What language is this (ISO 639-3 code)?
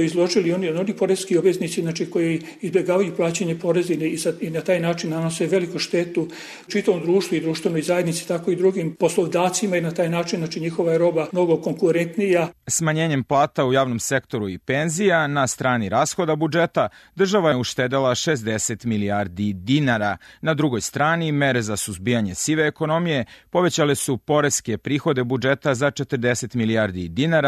srp